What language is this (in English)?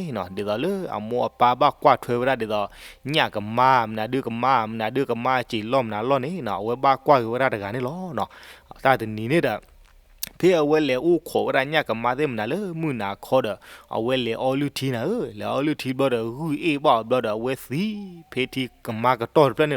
S'gaw Karen